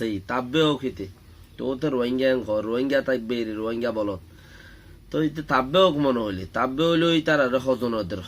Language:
Rohingya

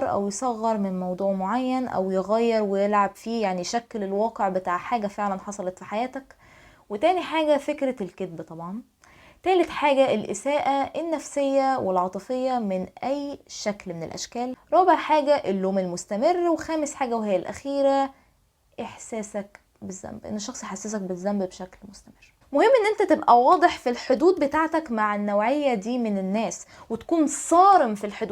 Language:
Egyptian Arabic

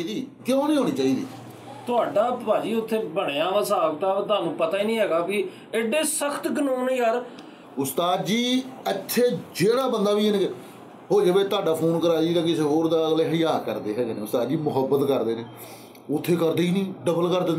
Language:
Punjabi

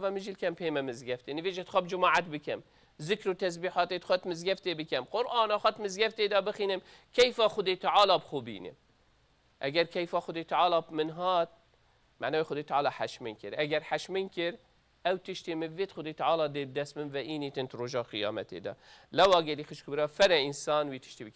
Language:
Kurdish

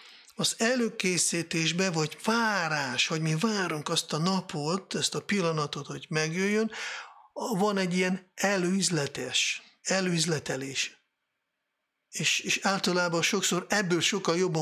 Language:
Hungarian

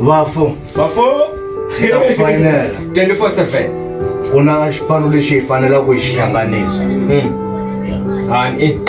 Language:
Tsonga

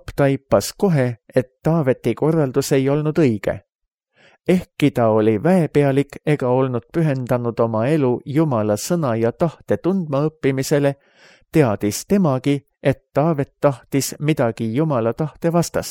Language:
Estonian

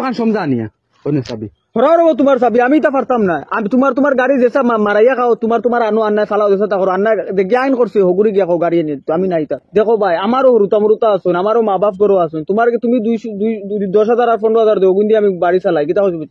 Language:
Sylheti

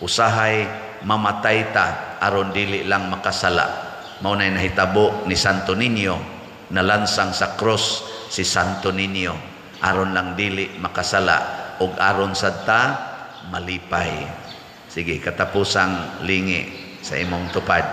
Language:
Cebuano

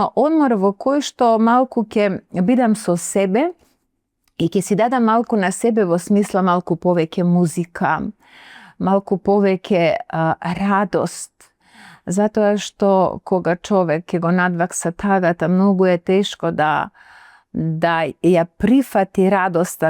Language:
Macedonian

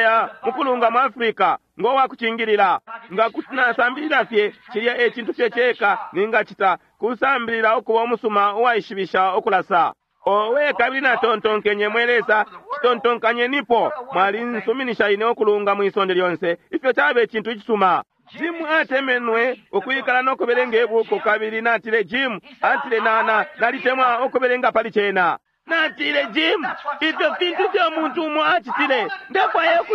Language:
Bemba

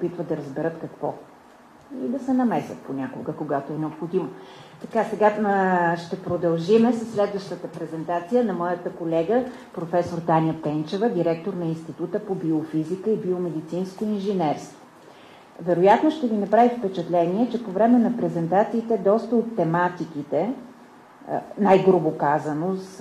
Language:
Bulgarian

